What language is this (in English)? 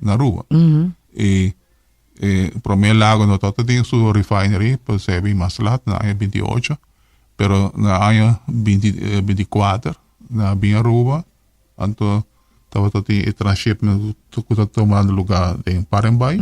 Papiamento